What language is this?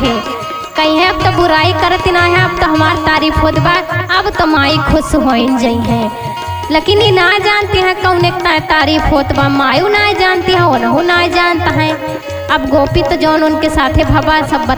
Awadhi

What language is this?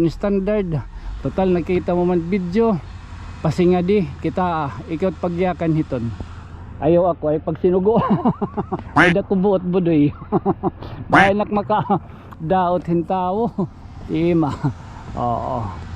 Waray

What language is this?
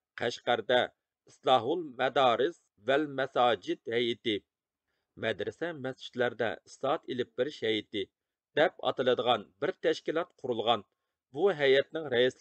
Uyghur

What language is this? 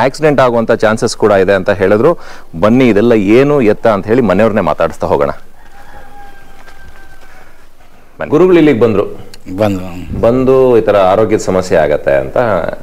Kannada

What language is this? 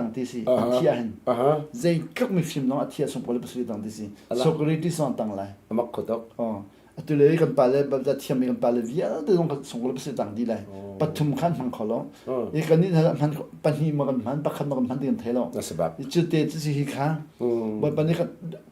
Hakha Chin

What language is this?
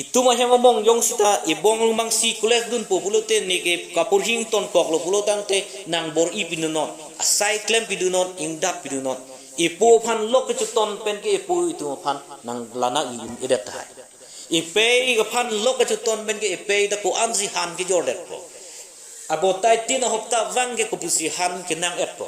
Karbi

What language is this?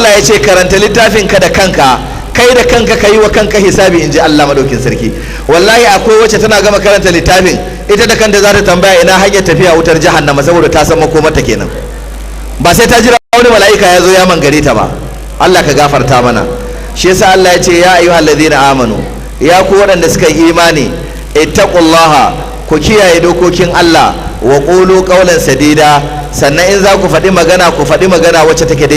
Hausa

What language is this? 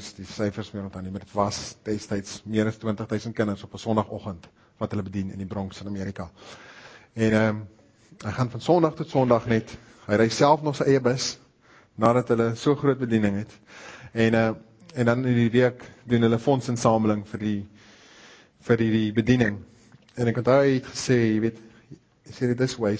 Afrikaans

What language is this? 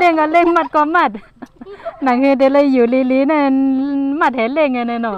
Shan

